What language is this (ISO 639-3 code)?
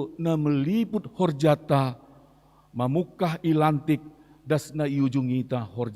bts